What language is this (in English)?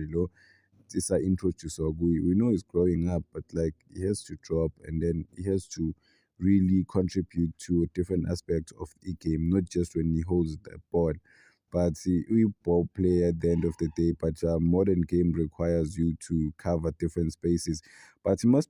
Zulu